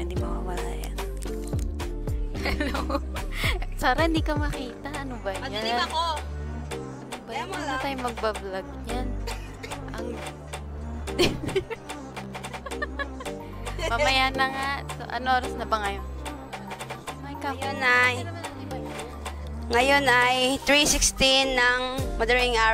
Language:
Filipino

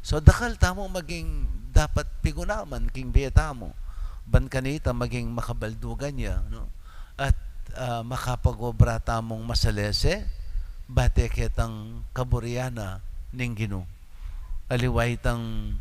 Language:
Pampanga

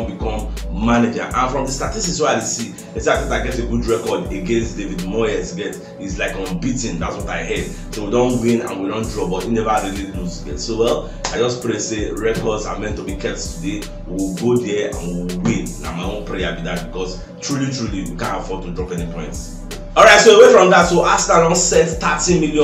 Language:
Nigerian Pidgin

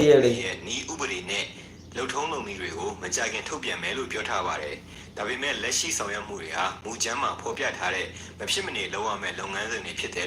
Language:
Rohingya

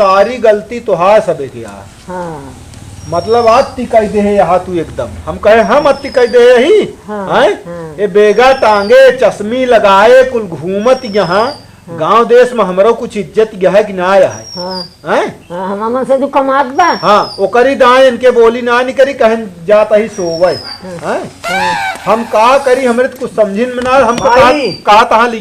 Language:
Awadhi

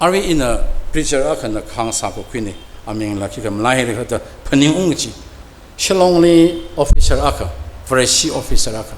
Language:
Tangkhul Naga (India)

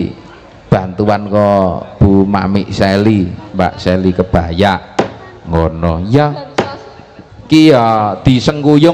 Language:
Javanese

